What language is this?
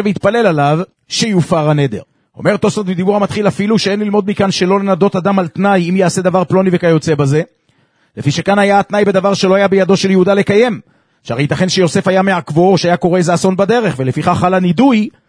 Hebrew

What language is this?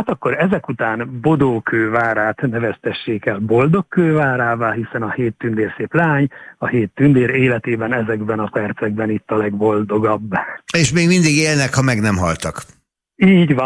Hungarian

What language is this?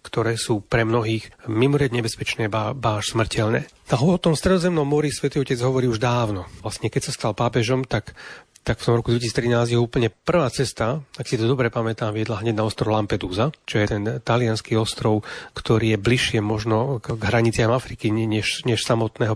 Slovak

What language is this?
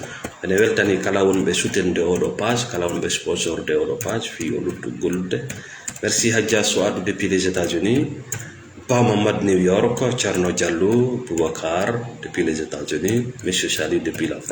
Fula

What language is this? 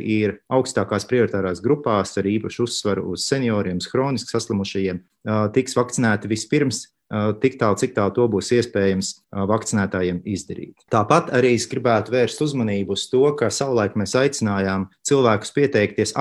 Latvian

